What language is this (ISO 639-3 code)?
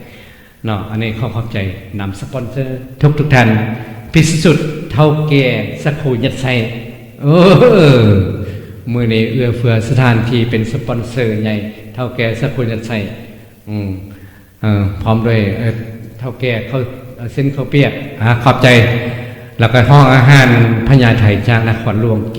lao